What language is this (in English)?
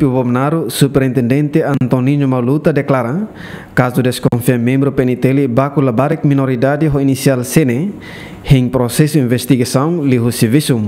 Tetum